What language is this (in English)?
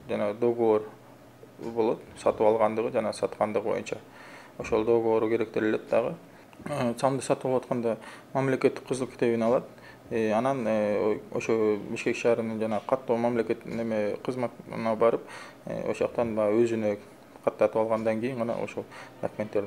Kyrgyz